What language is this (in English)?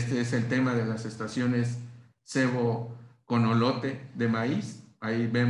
Spanish